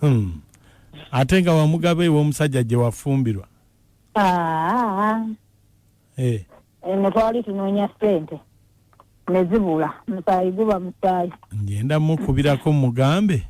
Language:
Ganda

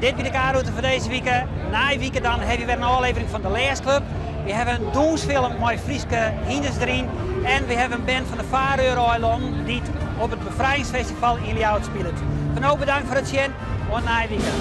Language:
Western Frisian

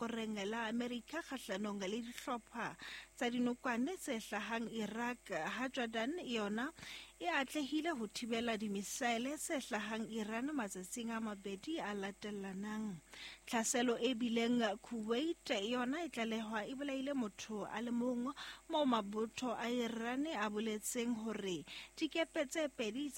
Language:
Southern Sotho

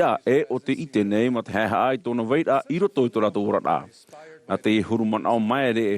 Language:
Tahitian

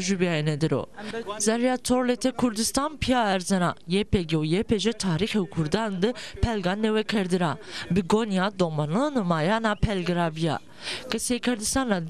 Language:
Zaza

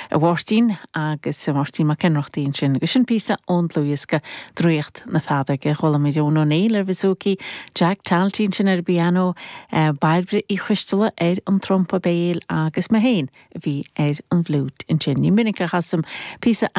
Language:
Irish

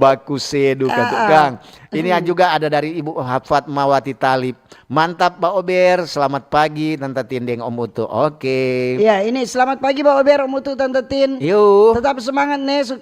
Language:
Manado Malay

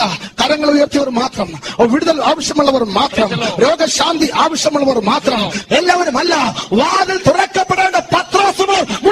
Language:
Malayalam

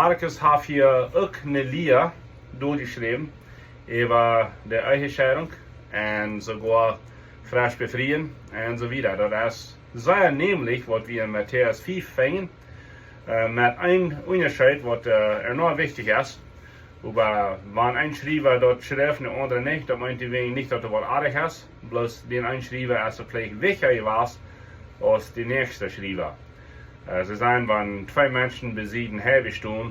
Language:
Plautdietsch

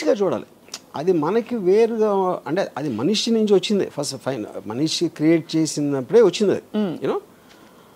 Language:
Telugu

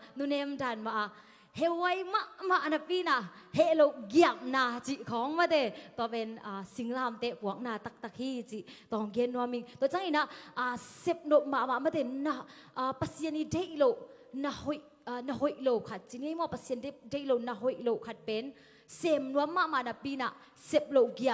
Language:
Tedim Chin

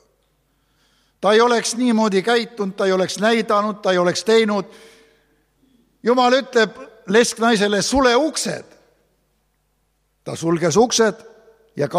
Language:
Estonian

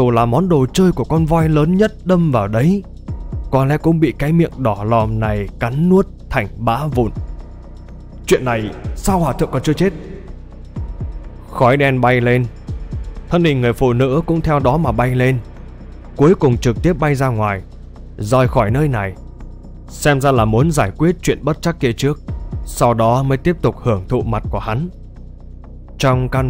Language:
Vietnamese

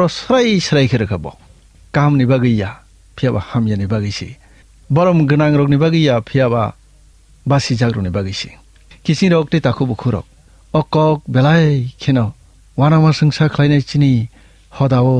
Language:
Kok Borok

